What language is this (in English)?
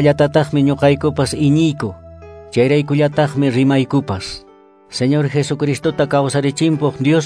Quechua